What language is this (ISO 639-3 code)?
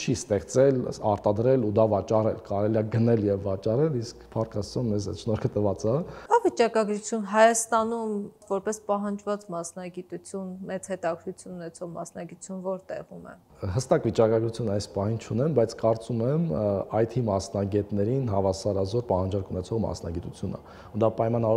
hye